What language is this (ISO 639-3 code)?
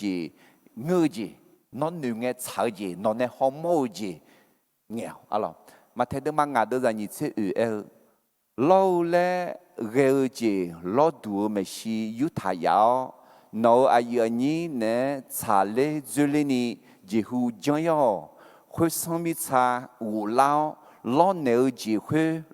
ahk